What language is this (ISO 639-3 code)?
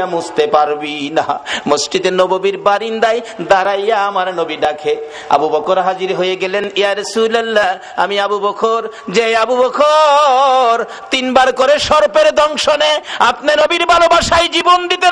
ben